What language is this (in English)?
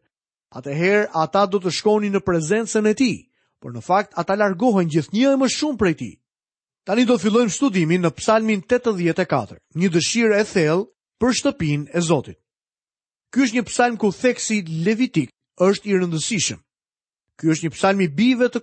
Albanian